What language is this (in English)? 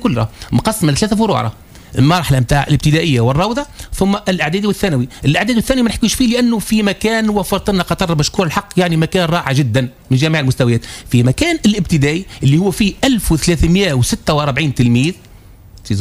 Tunisian Arabic